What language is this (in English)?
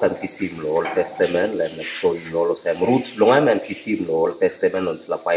Tok Pisin